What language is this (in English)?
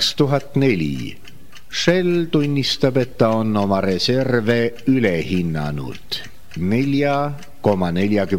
Estonian